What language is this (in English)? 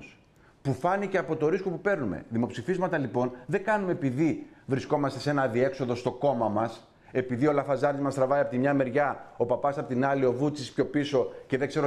Greek